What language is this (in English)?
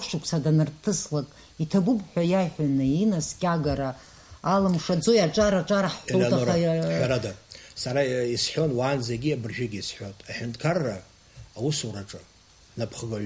Abkhazian